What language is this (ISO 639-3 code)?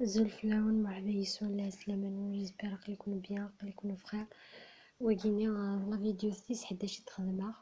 kab